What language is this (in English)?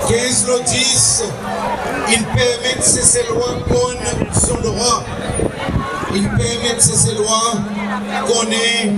Seselwa Creole French